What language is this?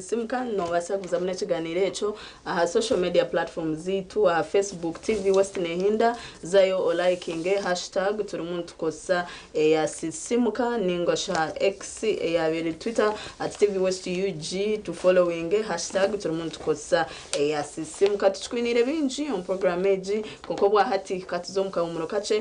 Nyankole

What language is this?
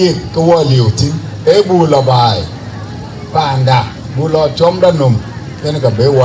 Dinka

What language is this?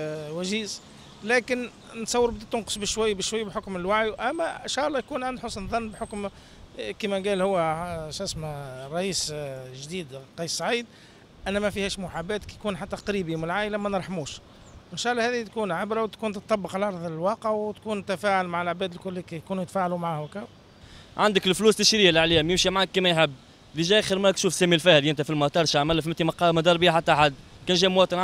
Tunisian Arabic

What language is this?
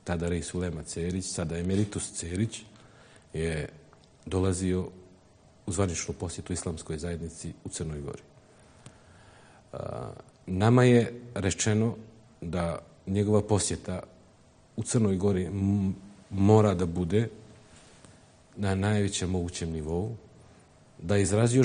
Bosnian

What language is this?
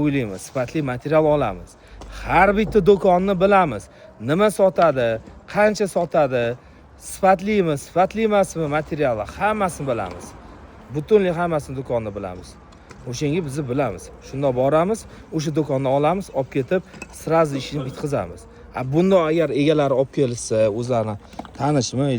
Uzbek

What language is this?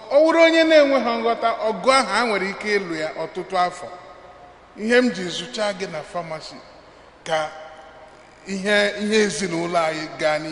Igbo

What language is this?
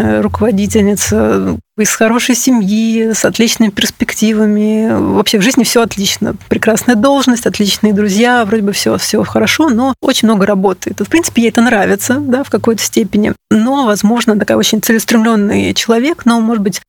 Russian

